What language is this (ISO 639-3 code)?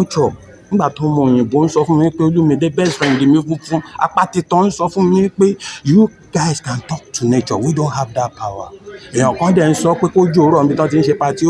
yor